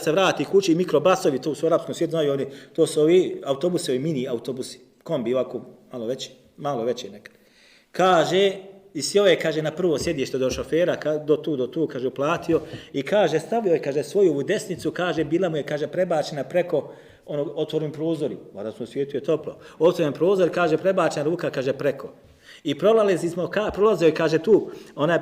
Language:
Bosnian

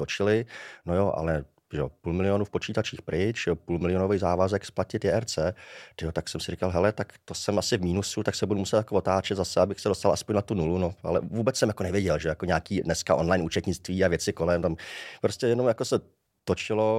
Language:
Czech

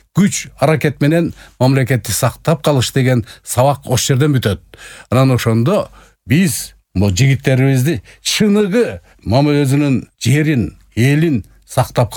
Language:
Kyrgyz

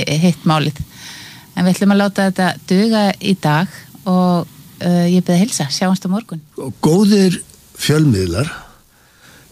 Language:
Icelandic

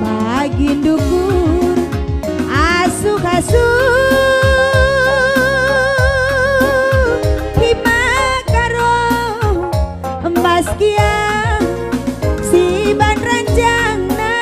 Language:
Batak Karo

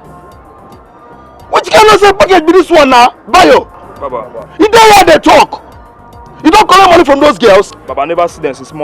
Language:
Nigerian Pidgin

